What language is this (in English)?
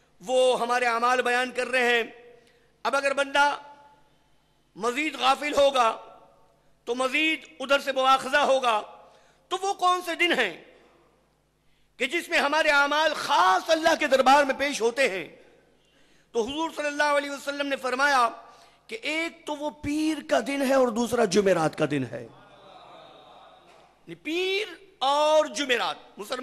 Urdu